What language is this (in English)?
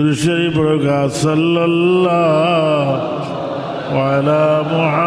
Sylheti